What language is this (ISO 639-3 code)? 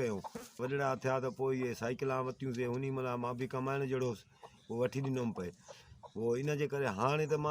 snd